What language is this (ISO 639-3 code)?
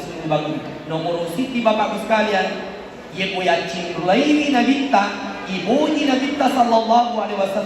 bug